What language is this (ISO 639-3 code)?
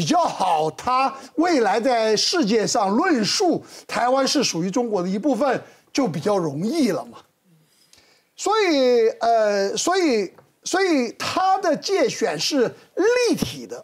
zho